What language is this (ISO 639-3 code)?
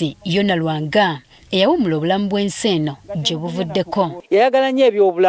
lug